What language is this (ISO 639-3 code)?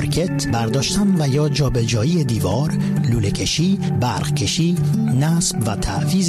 fas